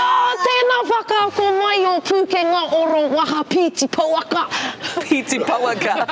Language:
Māori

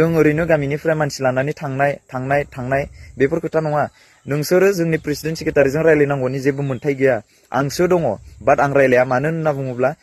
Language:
Bodo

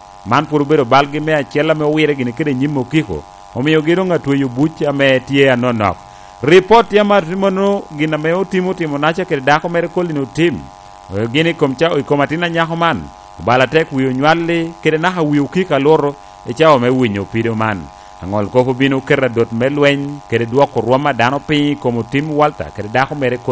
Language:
Lango (Uganda)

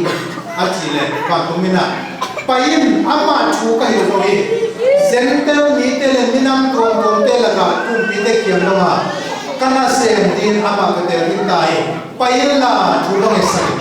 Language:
Tedim Chin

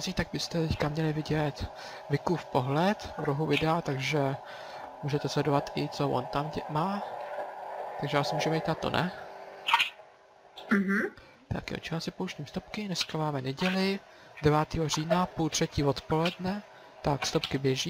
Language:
Czech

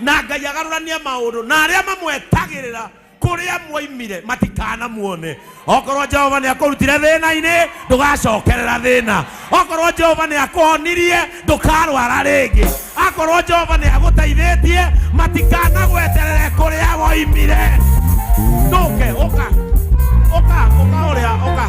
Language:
Kikuyu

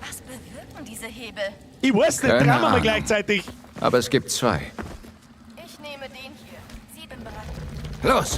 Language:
Bavarian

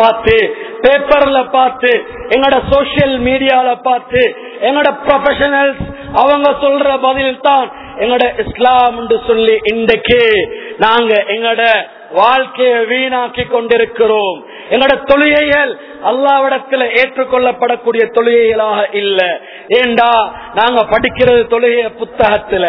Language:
Tamil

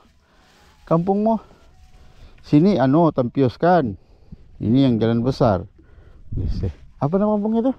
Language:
Malay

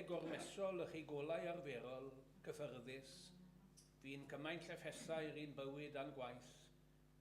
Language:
Welsh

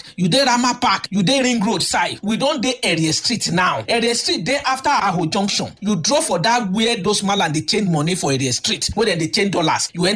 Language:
Nigerian Pidgin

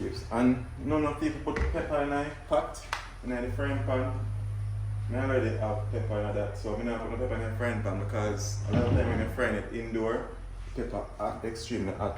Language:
Jamaican Creole English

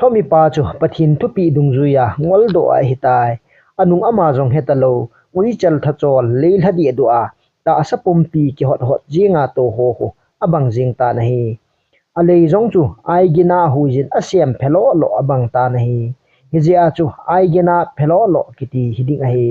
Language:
Thado Chin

